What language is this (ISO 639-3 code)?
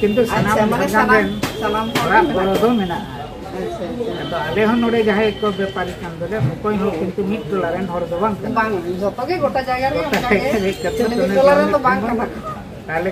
sat